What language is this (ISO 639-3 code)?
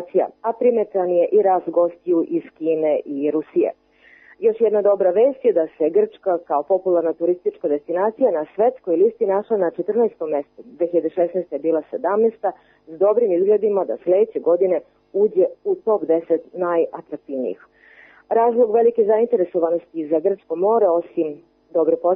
srp